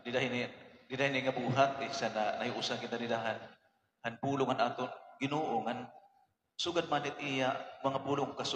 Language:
Waray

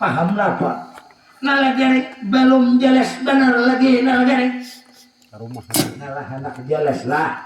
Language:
Banjar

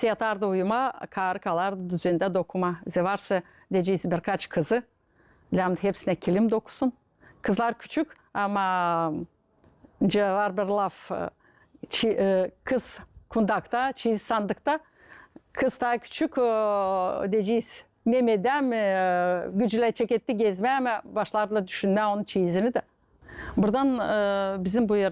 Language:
Gagauz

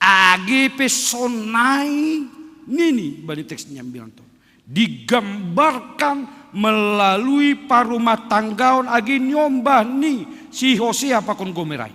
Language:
Batak Simalungun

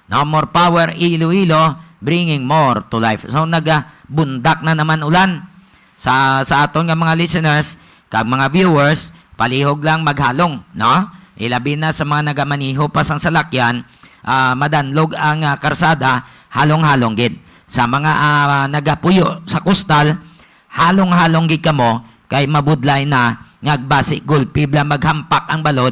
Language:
Hiligaynon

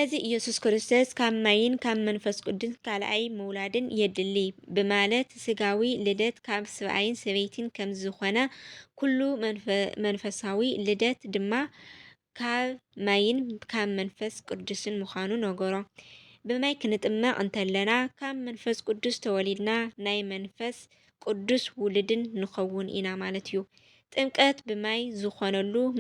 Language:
Tigrinya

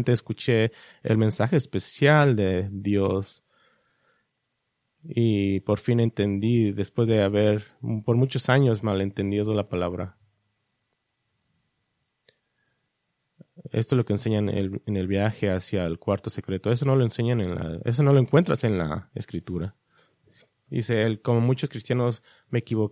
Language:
Spanish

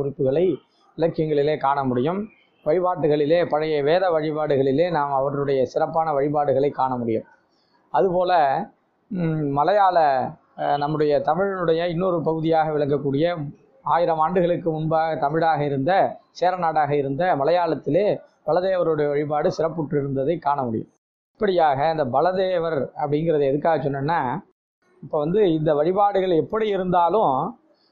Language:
Tamil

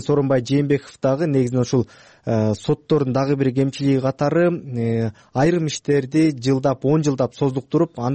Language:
Kyrgyz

